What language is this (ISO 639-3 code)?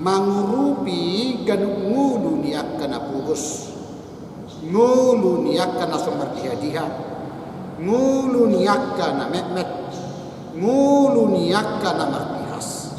bbc